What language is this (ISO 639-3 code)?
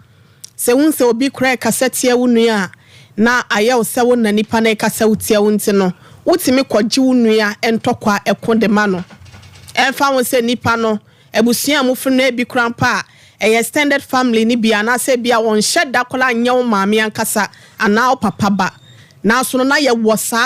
aka